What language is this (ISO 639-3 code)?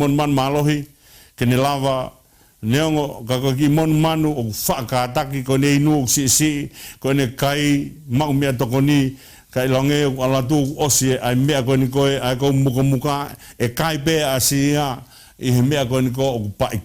ton